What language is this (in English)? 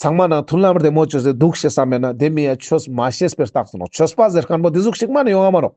Ladakhi